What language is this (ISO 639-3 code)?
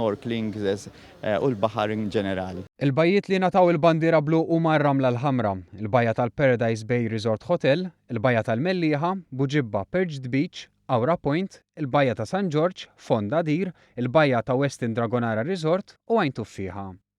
mlt